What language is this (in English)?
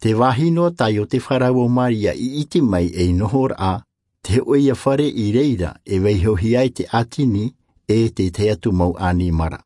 Tahitian